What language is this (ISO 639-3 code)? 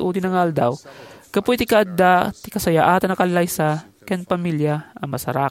ilo